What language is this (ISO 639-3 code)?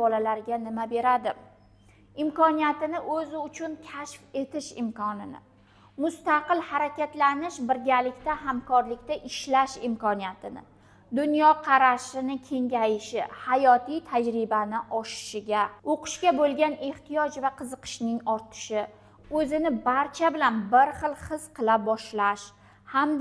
uzb